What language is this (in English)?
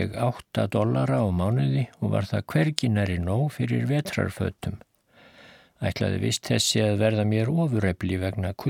Icelandic